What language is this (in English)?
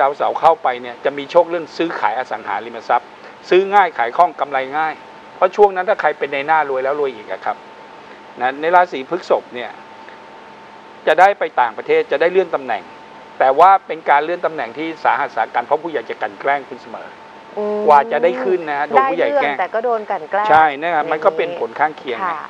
Thai